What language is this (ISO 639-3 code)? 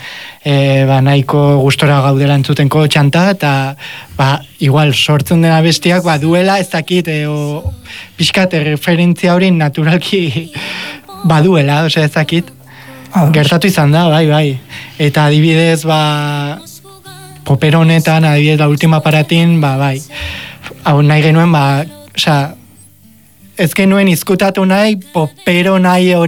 eus